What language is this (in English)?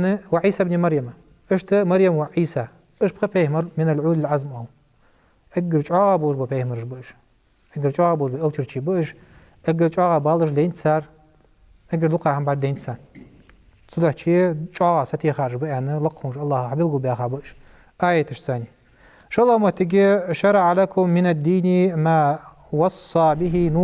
Ingush